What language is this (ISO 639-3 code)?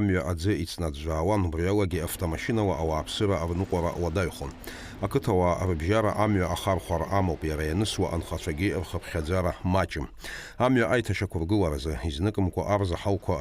abk